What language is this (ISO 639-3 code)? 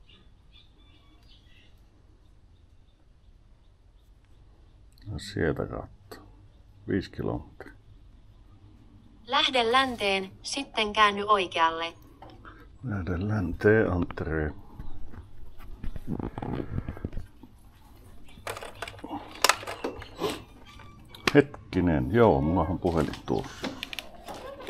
fin